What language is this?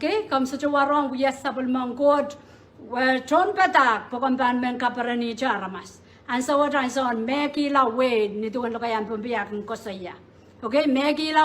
Pohnpeian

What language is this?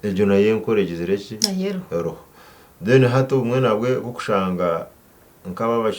Nyankole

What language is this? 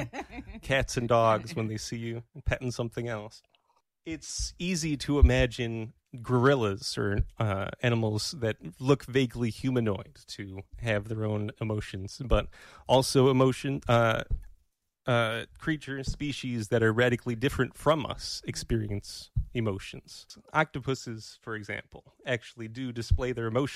English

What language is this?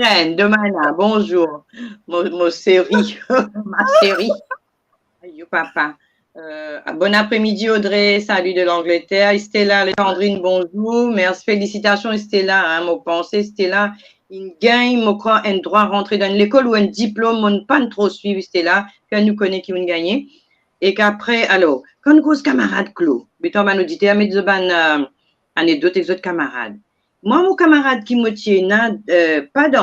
Morisyen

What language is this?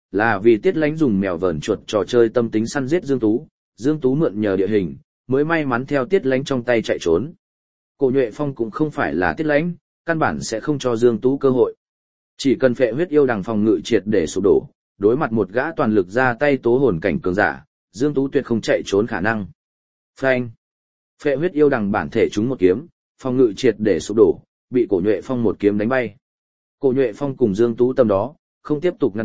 Vietnamese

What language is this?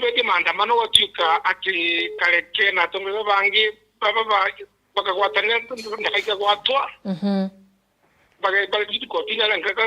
Meru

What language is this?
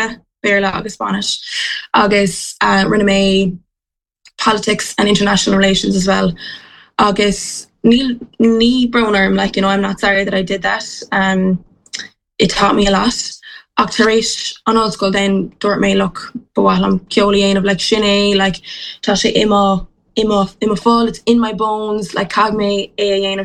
Irish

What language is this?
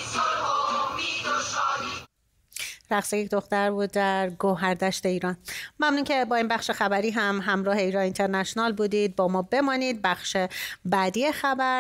Persian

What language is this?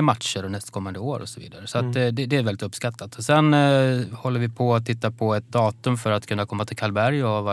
Swedish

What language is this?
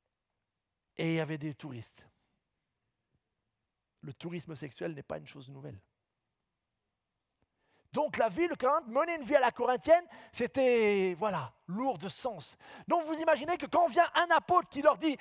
French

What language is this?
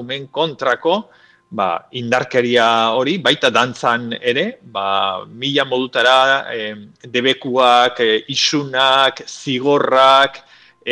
Basque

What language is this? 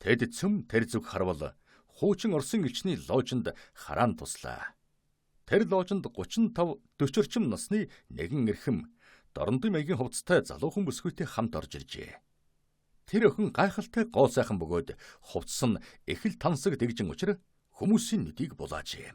Mongolian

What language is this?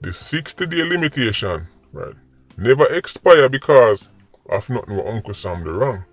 Jamaican Creole English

